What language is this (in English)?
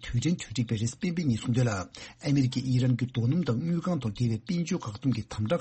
Tibetan